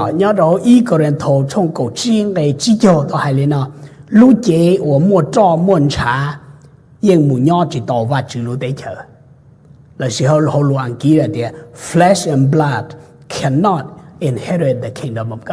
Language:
Hmong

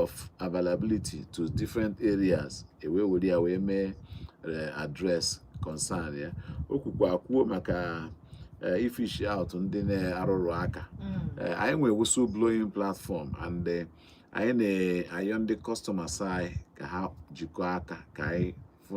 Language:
Igbo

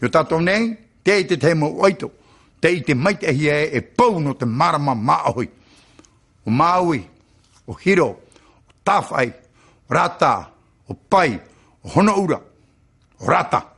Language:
Tahitian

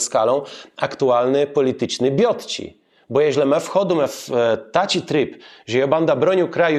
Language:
Kashubian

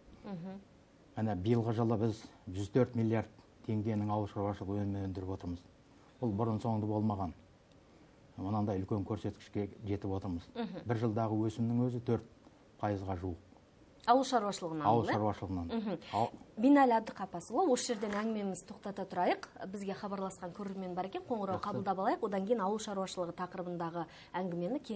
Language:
Kazakh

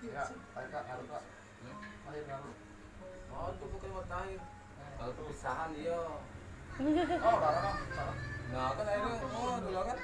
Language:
Musi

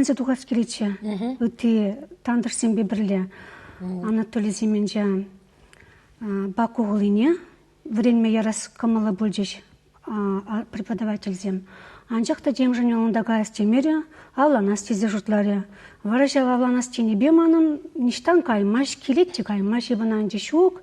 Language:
Chuvash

